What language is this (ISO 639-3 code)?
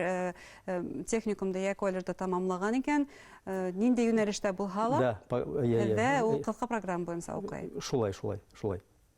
bak